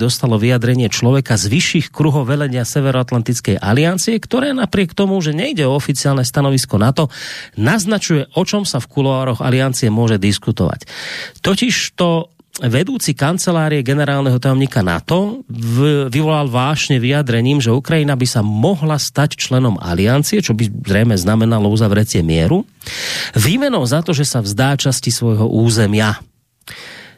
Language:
Slovak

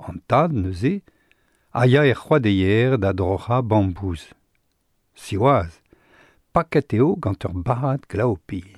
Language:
Breton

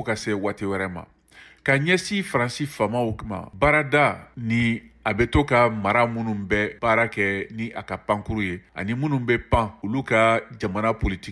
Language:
Bambara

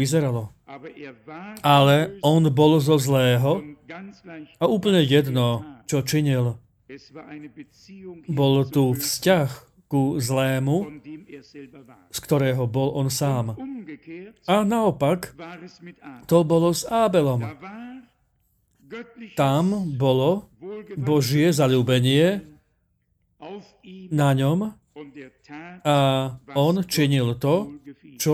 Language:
Slovak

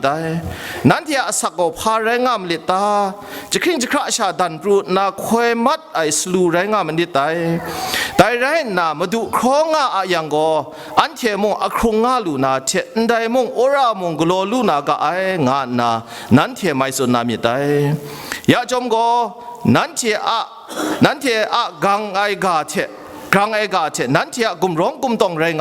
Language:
Kachin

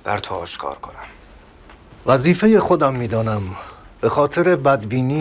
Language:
Persian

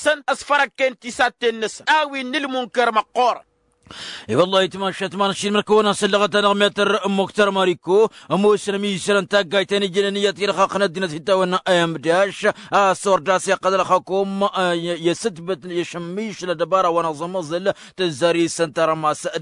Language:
Tamasheq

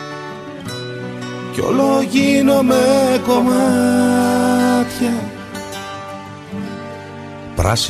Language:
Greek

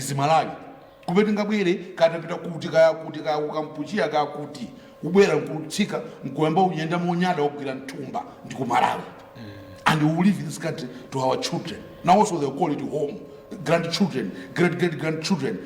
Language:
Nyanja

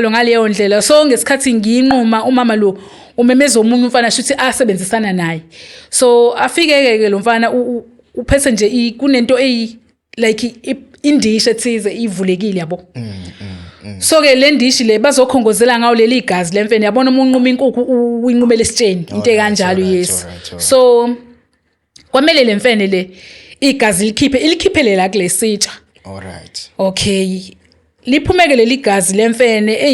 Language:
Zulu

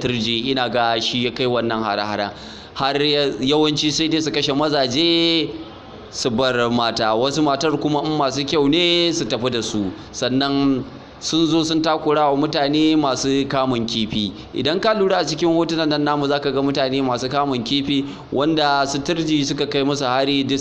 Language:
Hausa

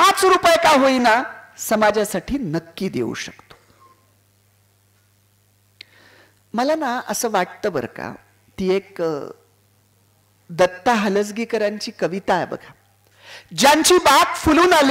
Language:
Marathi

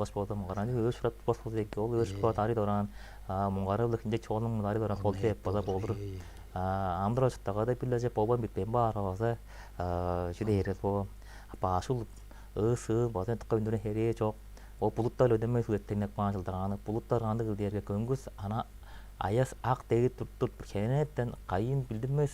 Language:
Tuvinian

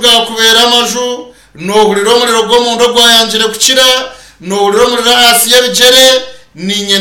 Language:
Nyankole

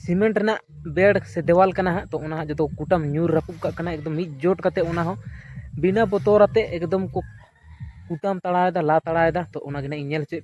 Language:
Santali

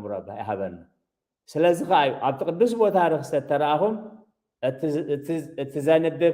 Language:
Tigrinya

